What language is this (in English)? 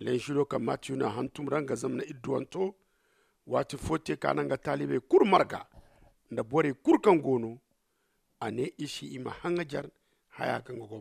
Zarma